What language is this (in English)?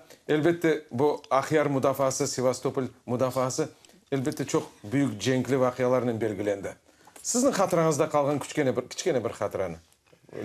Crimean Tatar